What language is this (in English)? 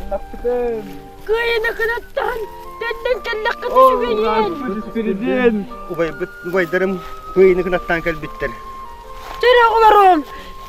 Yakut